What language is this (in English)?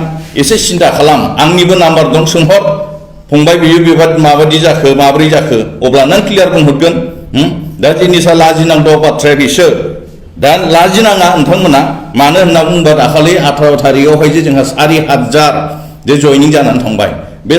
Bodo